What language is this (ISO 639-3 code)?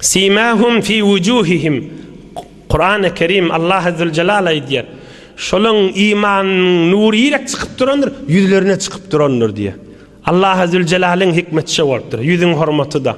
tuk